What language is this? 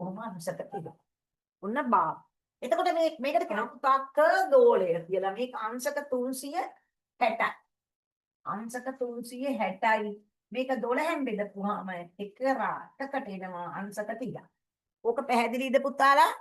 Sinhala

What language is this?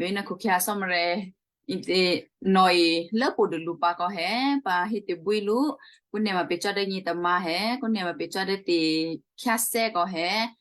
Western Kayah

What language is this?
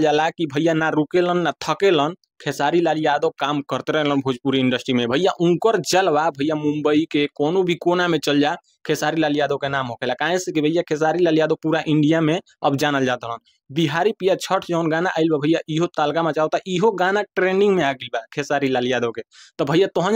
Bhojpuri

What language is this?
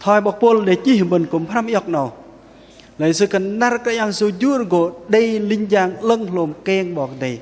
Bahnar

